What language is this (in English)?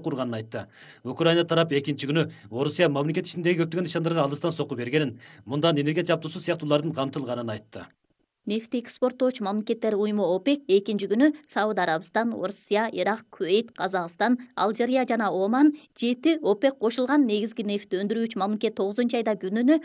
Kyrgyz